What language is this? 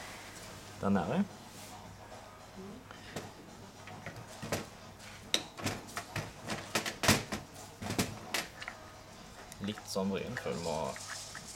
Norwegian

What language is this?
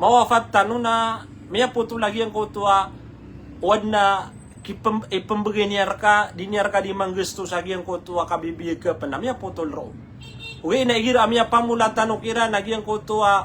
Maranao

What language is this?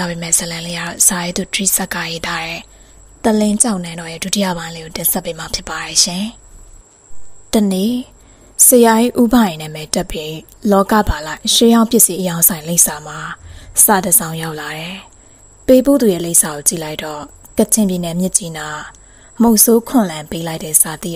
Burmese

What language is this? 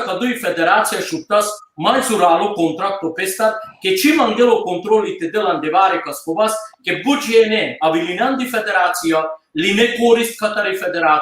Balkan Romani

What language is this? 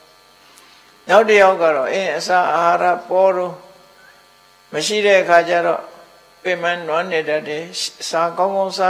Burmese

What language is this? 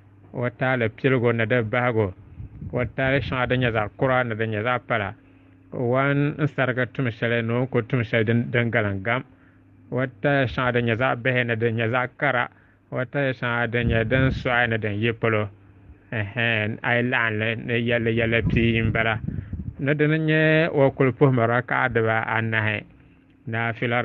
Dagbani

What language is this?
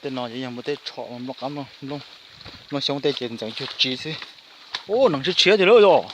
Hmong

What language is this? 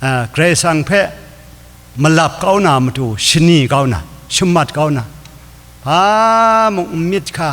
Kachin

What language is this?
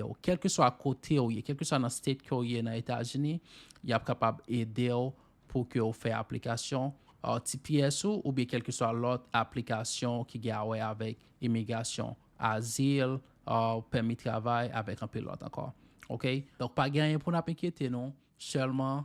Haitian Creole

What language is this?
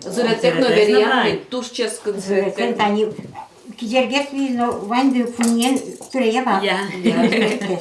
Udmurt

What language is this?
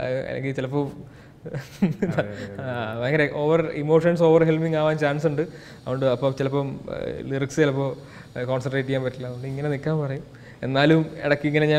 Malayalam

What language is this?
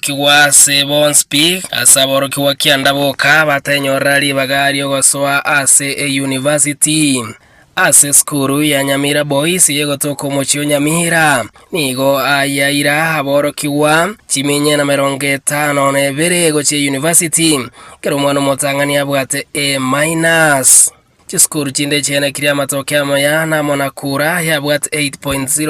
Gusii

